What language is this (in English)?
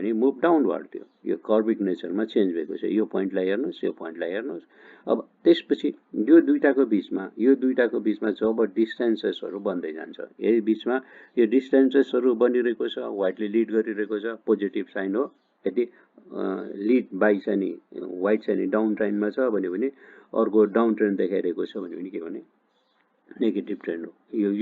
Nepali